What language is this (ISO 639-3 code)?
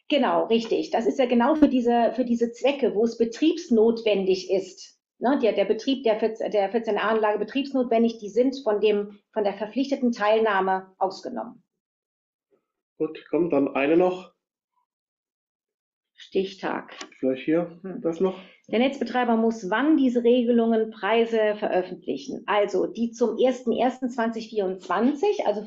deu